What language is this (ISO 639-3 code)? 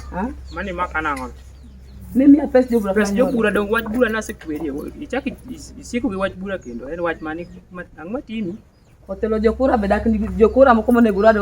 luo